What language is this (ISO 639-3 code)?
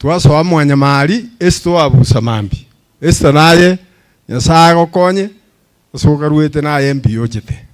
guz